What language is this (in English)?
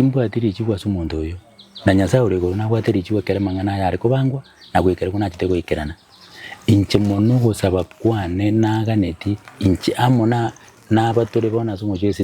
Gusii